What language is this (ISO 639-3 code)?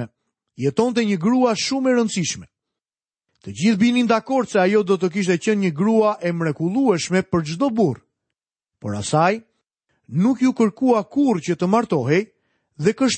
sqi